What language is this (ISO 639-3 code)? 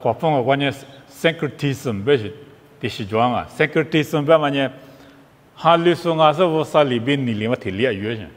lis